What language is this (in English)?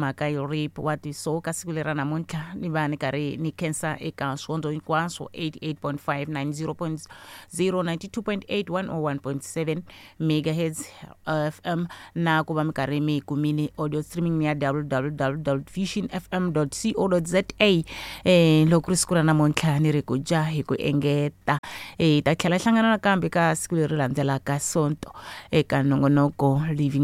Tsonga